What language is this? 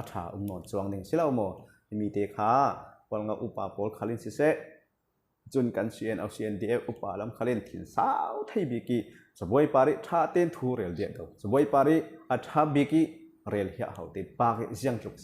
Falam Chin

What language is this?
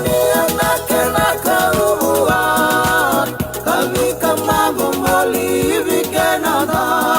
Fijian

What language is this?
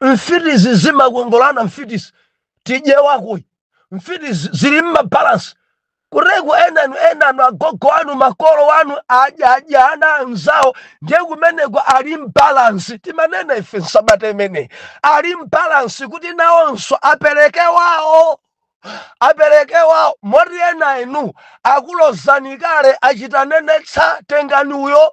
Nyanja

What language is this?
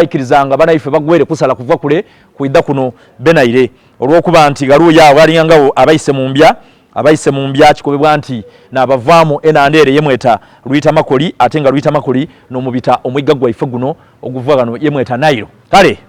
Soga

